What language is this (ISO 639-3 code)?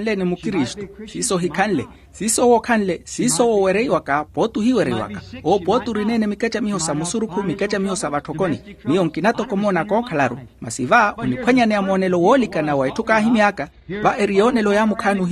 vmw